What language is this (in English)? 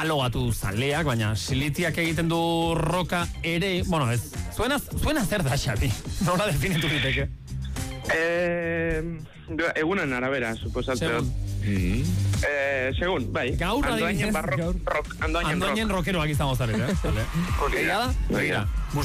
Basque